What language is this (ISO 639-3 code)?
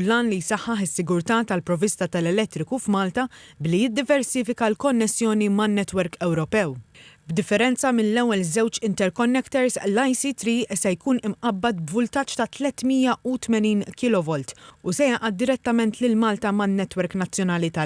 mlt